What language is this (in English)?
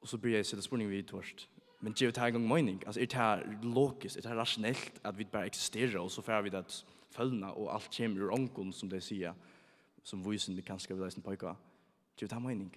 Faroese